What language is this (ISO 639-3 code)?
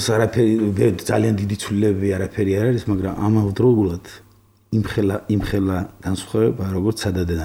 kat